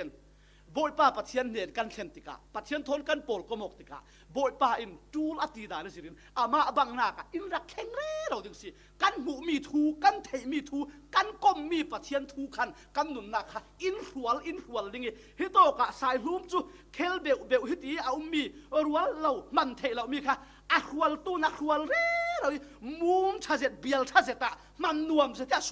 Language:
Falam Chin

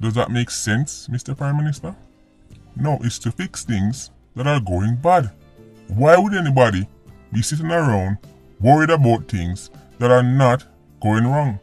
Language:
Jamaican Creole English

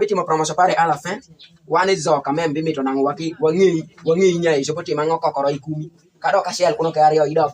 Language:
Alur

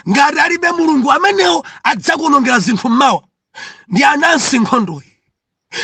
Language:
Nyanja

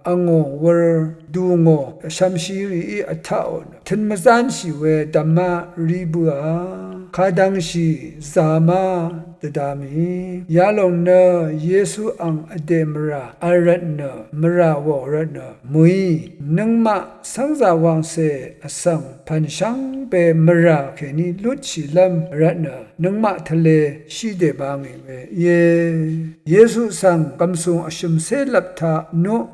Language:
Rawang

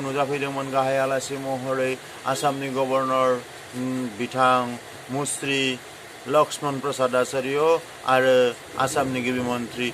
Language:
Bodo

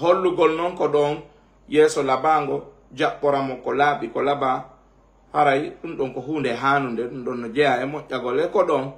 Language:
Fula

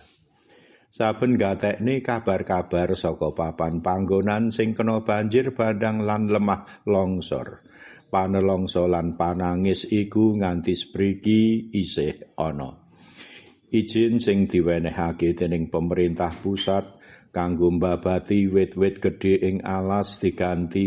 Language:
Javanese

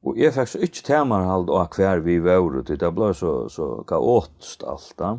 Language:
Faroese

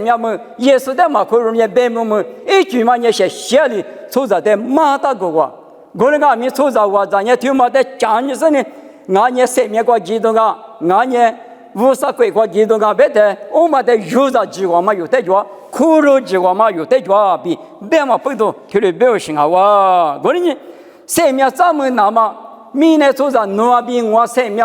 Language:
Lisu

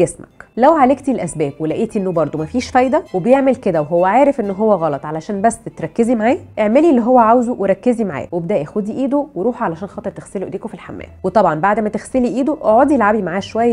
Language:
Egyptian Arabic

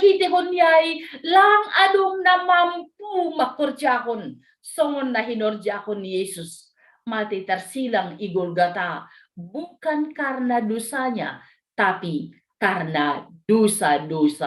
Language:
Batak Simalungun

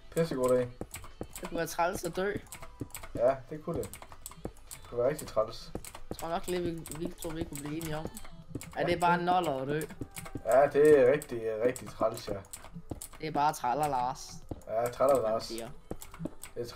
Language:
Danish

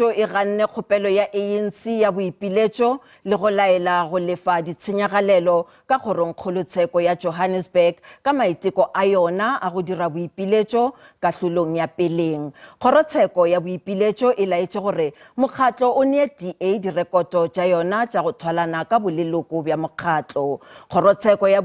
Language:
Northern Sotho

